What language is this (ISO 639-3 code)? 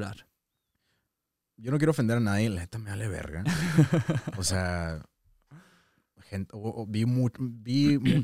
spa